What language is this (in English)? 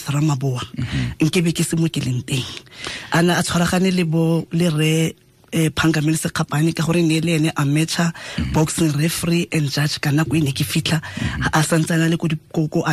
Tswana